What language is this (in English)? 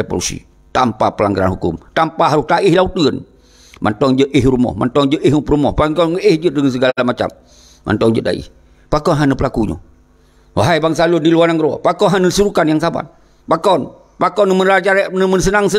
Achinese